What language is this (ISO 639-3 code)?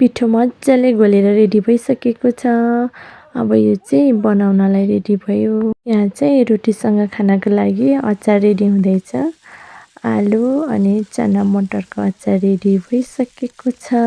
nep